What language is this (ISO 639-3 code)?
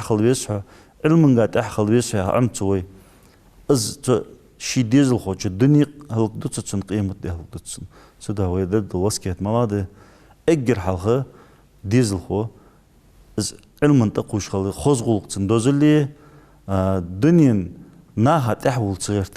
inh